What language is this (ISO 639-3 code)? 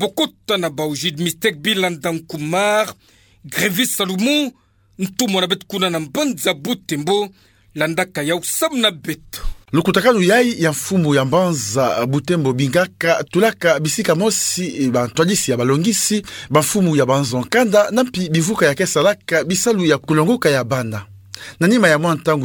ktu